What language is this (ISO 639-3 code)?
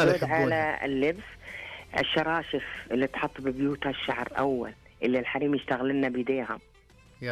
ars